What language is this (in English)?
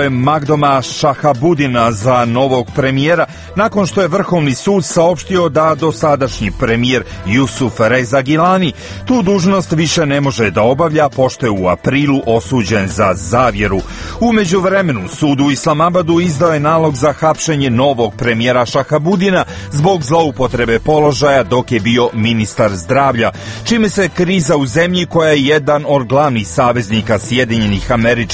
Serbian